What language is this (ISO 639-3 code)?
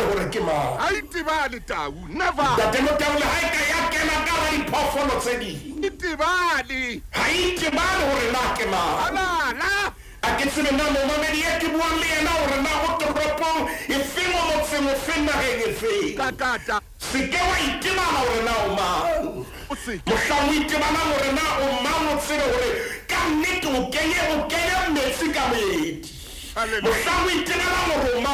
sot